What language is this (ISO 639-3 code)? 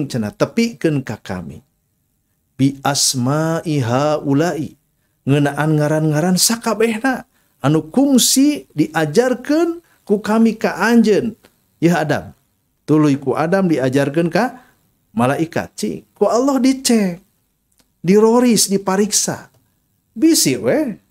sun